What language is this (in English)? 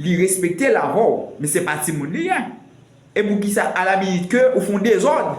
Haitian Creole